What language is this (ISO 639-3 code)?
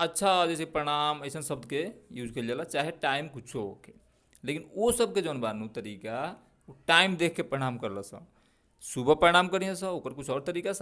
bho